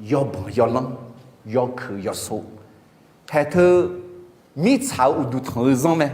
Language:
Akha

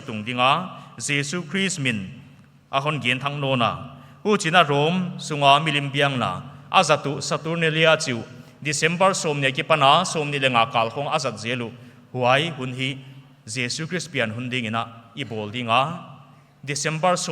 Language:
Paite Chin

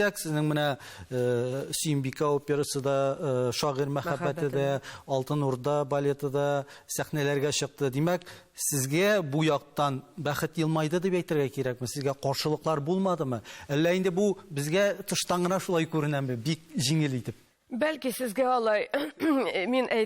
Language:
Tatar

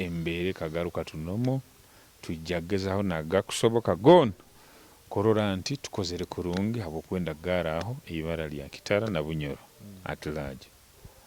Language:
Nyoro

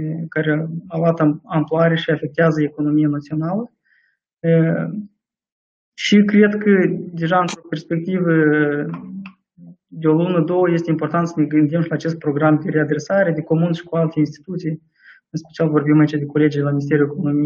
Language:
Romanian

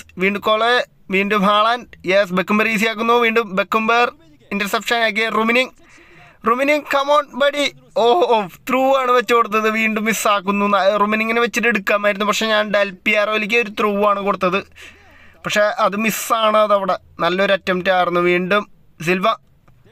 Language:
Malayalam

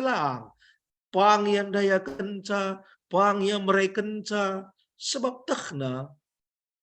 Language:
Batak Karo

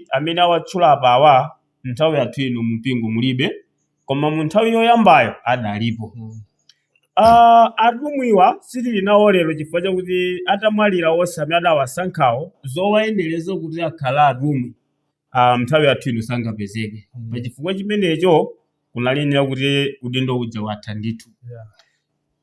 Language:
Nyanja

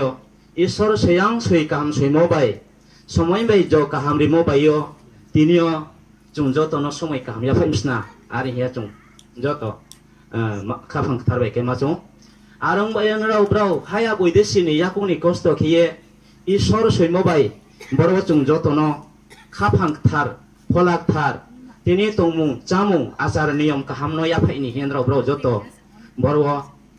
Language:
Riang (India)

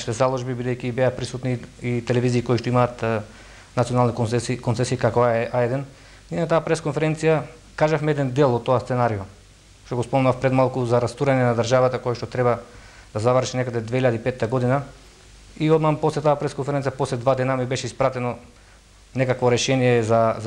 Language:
Macedonian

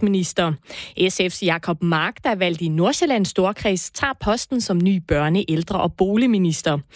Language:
Danish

